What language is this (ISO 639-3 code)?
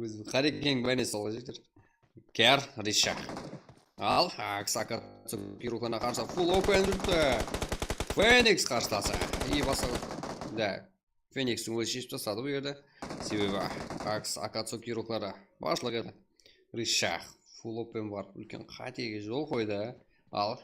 kaa